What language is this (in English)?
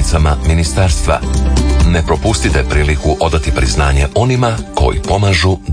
Croatian